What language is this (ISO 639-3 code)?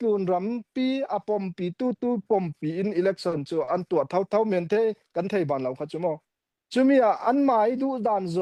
cfm